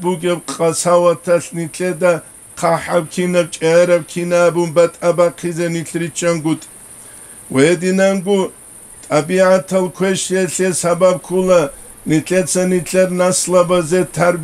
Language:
Avaric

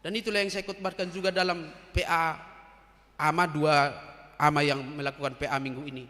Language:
Batak Toba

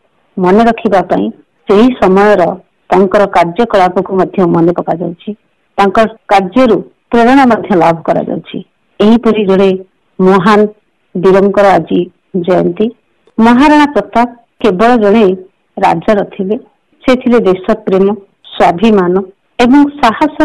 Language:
Odia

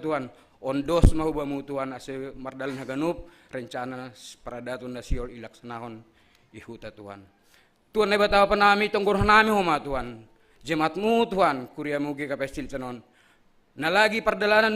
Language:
Batak Simalungun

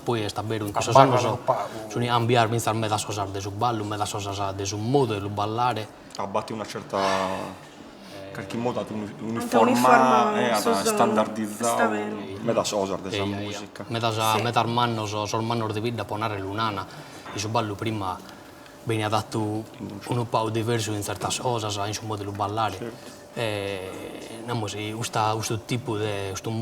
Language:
Sardinian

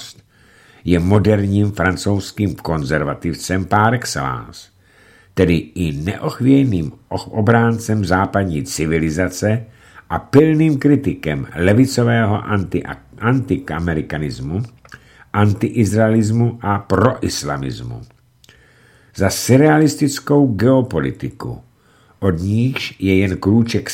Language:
Czech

